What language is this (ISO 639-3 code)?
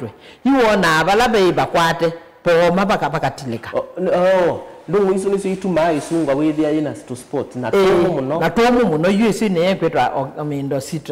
kam